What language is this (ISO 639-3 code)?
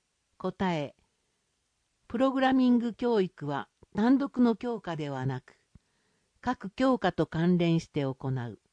jpn